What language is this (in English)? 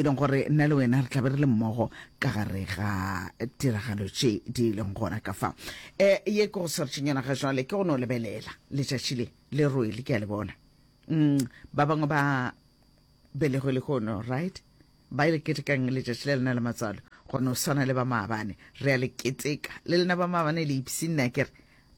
Northern Sotho